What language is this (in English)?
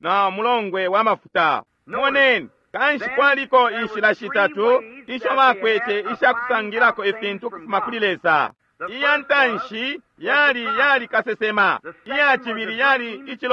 Bemba